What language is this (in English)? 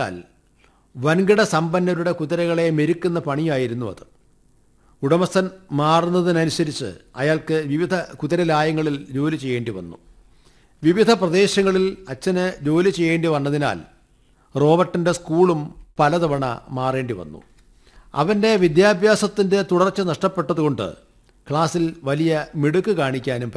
Malayalam